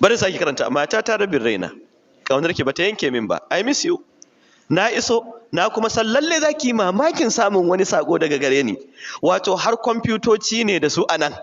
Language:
Hausa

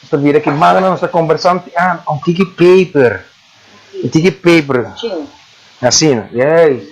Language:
Papiamento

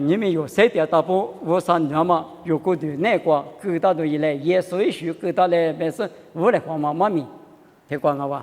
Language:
Lisu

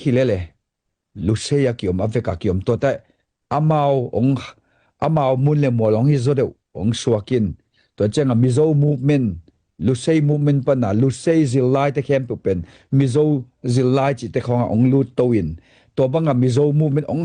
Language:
Tedim Chin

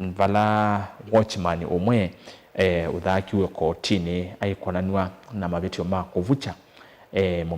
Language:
Kamba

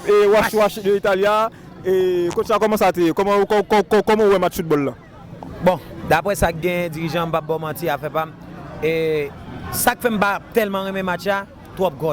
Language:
Haitian Creole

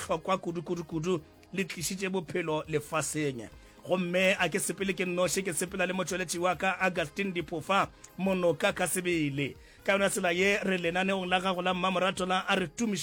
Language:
Northern Sotho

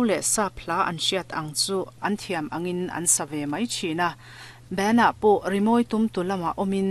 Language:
Mizo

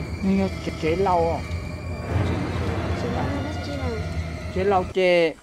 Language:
Vietnamese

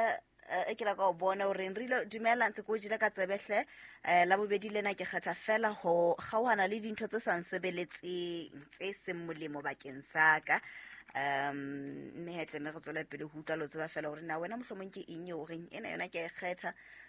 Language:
Southern Sotho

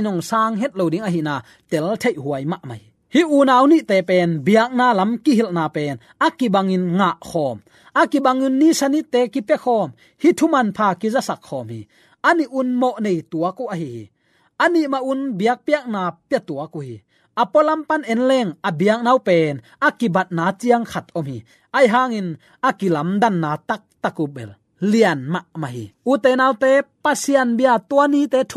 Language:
Tedim Chin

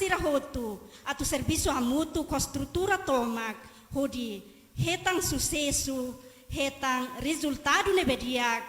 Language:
Tetum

